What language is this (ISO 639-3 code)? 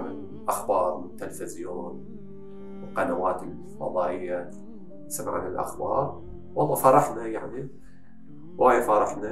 acm